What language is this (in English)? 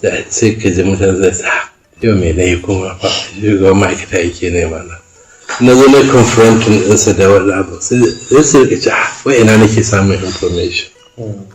Hausa